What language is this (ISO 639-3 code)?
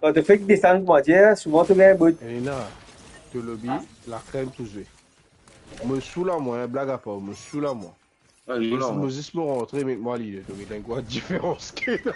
mfe